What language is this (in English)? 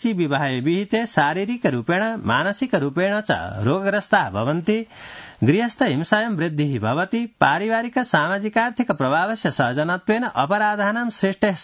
Sanskrit